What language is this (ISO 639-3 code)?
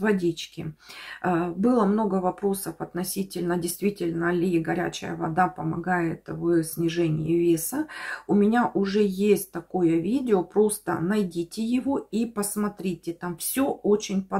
rus